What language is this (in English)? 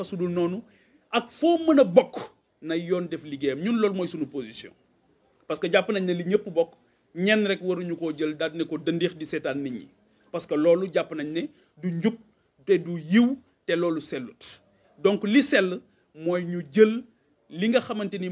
Wolof